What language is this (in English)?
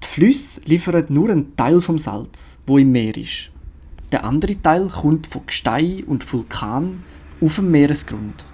Swiss German